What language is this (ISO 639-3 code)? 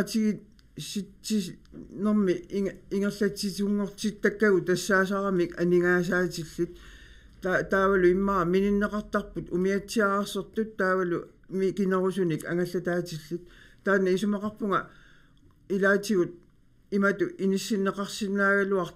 kal